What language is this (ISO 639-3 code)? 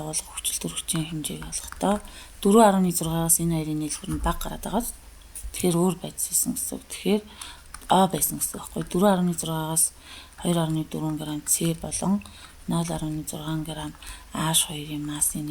mon